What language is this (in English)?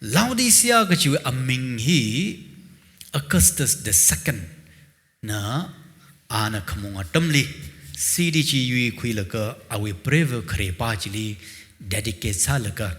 Tangkhul Naga (India)